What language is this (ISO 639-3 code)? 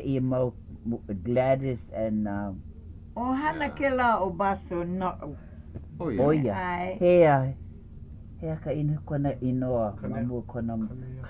haw